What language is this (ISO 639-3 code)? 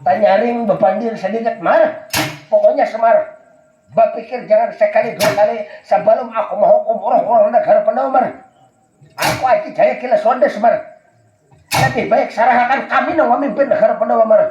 bjn